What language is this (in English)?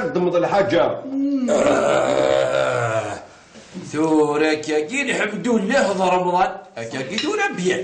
Kabyle